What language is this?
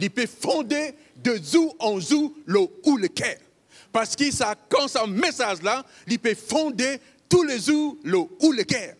Morisyen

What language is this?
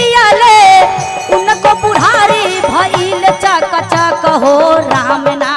Magahi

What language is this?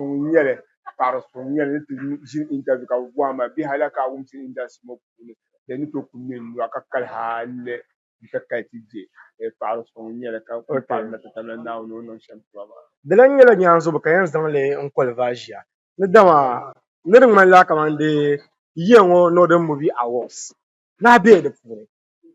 Dagbani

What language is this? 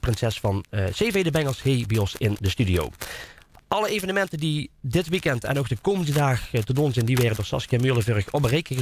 Limburgish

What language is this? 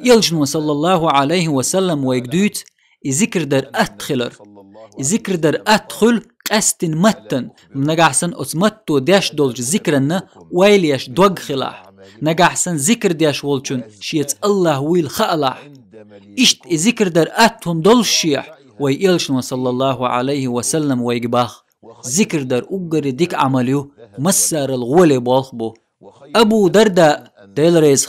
Chechen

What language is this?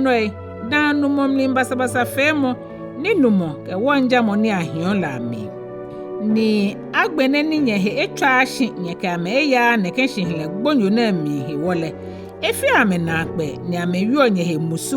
Ga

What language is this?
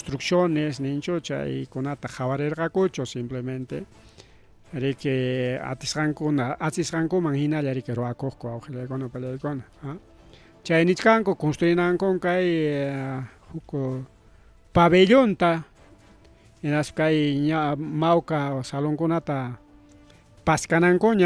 Ayacucho Quechua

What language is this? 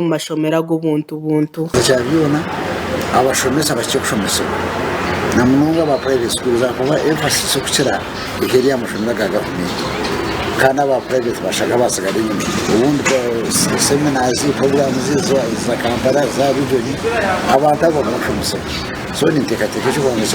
Nyankole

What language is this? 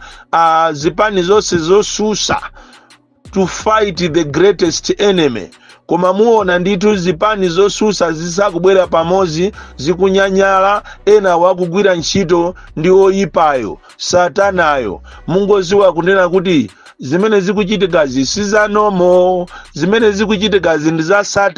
Nyanja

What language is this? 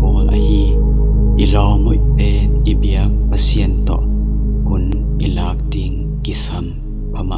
Tedim Chin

